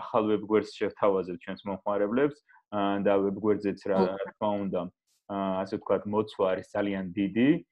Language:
Georgian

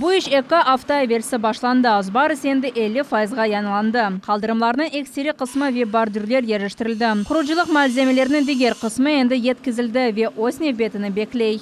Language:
Crimean Tatar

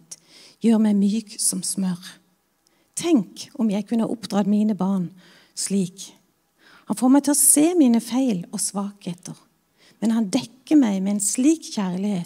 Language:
Norwegian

